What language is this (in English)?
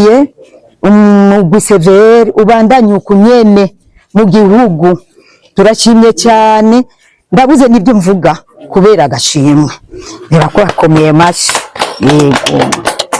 Rundi